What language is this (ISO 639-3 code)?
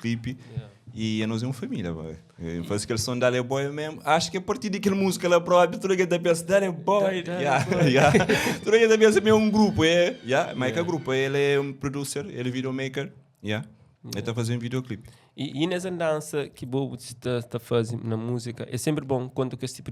kea